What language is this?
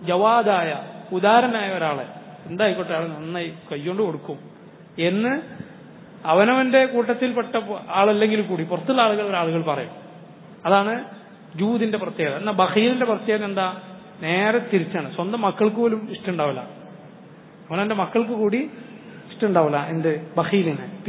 Malayalam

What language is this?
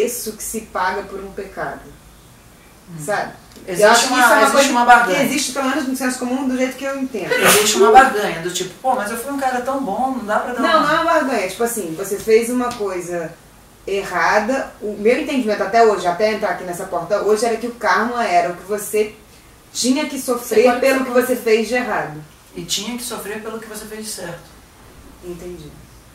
Portuguese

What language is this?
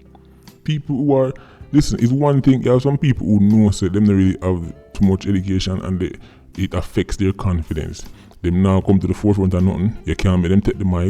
Jamaican Creole English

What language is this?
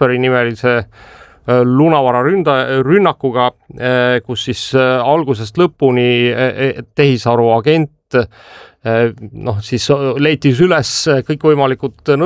Estonian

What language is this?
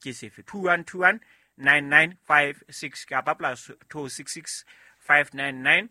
Southern Sotho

